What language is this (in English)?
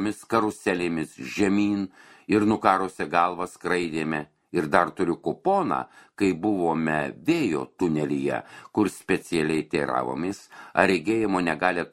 Lithuanian